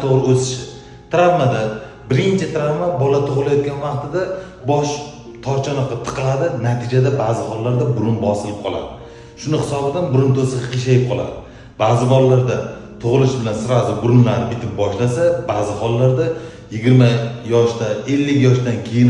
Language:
Uzbek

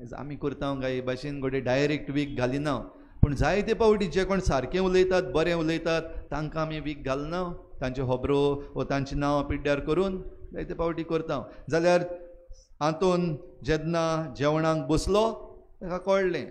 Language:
Konkani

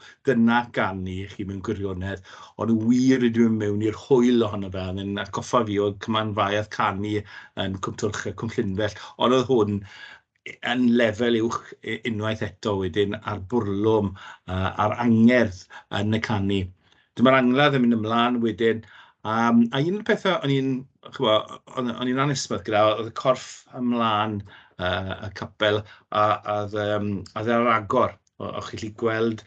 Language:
Welsh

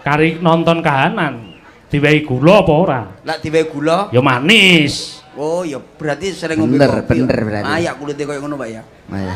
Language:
Javanese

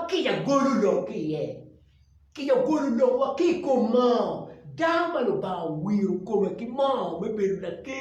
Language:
Acoli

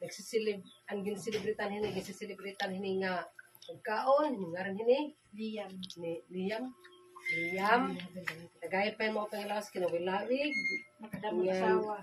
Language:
Waray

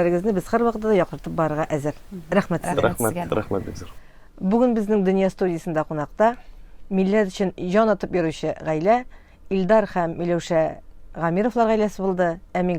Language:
Tatar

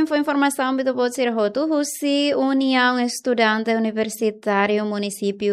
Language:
Tetum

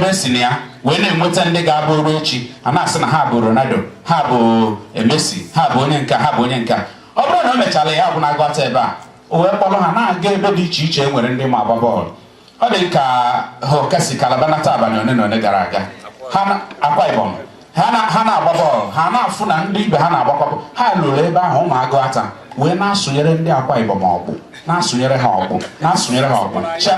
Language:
Igbo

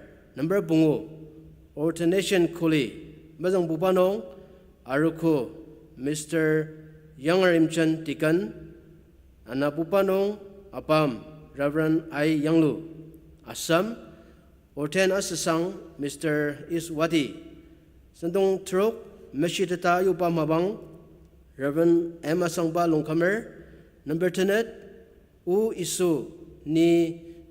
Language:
Ao Naga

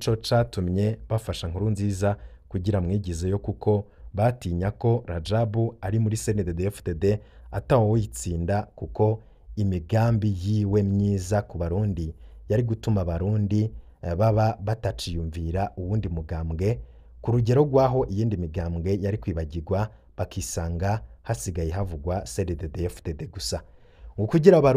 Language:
Rundi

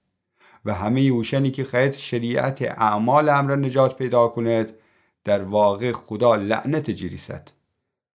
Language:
Gilaki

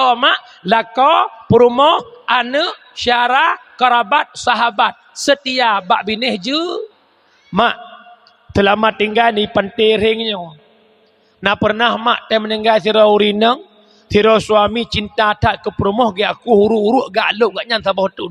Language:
Achinese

